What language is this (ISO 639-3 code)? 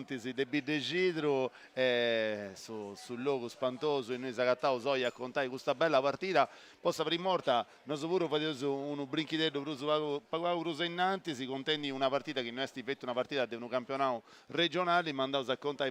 srd